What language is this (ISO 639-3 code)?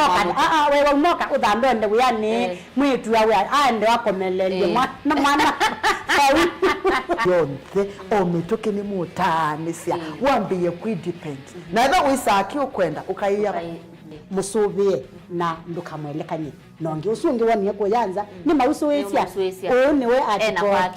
kam